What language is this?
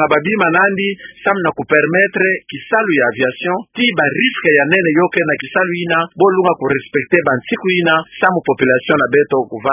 Kituba (Democratic Republic of Congo)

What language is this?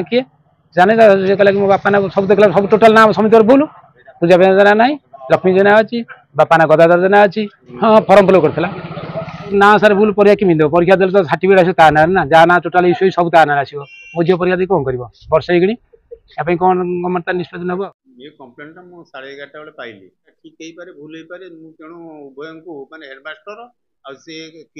Odia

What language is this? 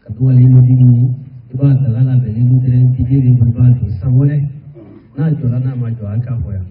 Bambara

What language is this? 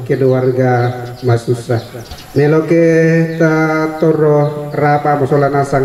Toraja-Sa'dan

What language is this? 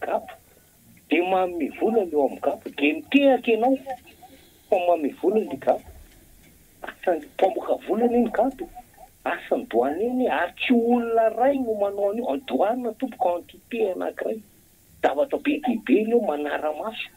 Malagasy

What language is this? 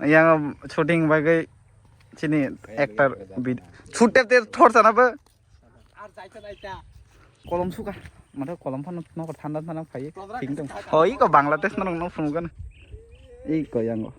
Kok Borok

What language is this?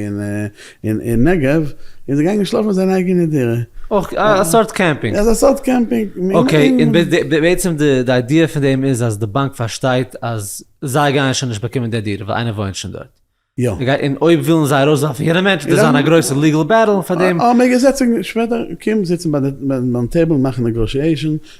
Yiddish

